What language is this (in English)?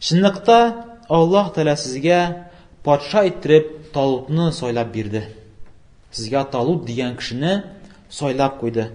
Tatar